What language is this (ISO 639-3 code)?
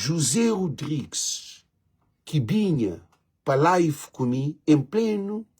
kea